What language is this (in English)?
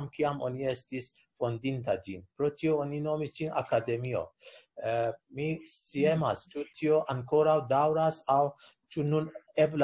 Esperanto